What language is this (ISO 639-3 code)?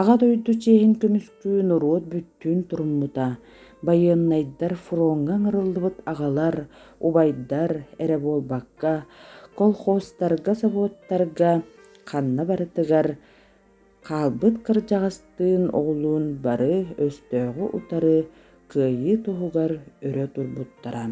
sah